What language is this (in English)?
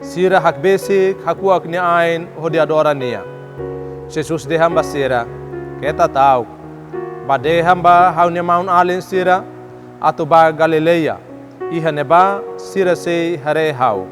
Tetum